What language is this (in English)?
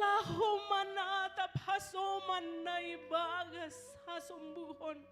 Batak Simalungun